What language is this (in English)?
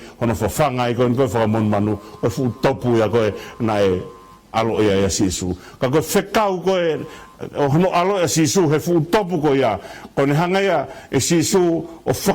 Tongan